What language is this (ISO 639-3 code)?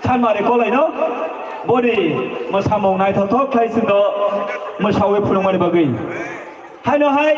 trp